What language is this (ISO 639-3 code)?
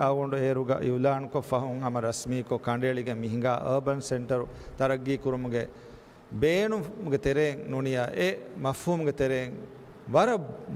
div